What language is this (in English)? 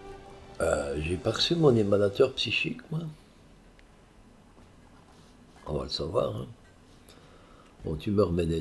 French